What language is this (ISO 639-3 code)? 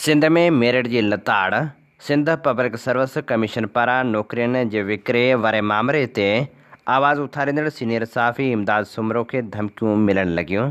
snd